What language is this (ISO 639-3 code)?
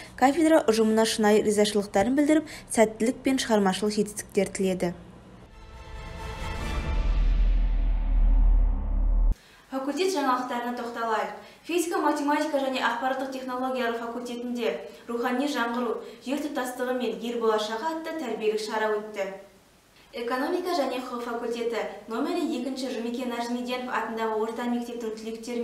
kaz